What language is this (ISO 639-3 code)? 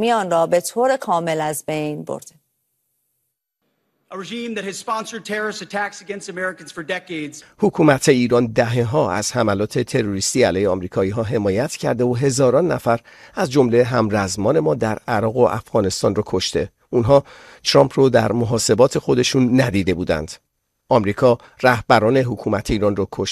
fas